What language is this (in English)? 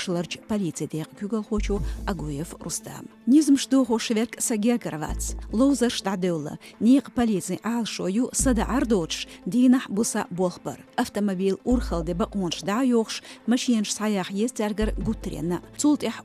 Chechen